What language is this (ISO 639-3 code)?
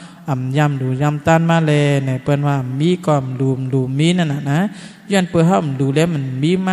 shn